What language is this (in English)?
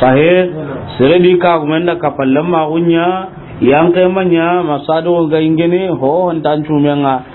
Soninke